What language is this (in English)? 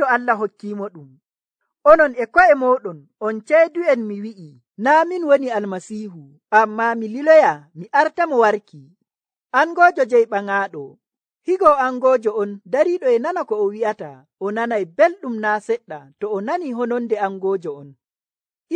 Nigerian Fulfulde